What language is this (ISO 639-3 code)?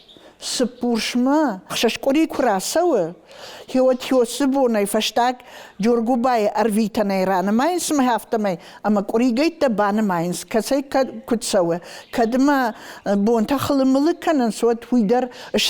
oss